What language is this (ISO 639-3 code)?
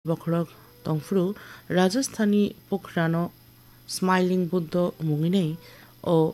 trp